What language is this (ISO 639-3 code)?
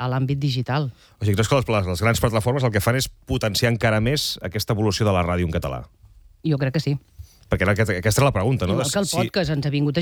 cat